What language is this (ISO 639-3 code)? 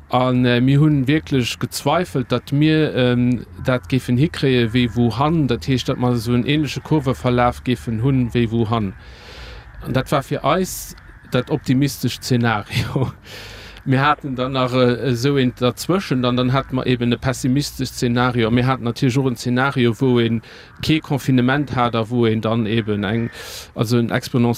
ltz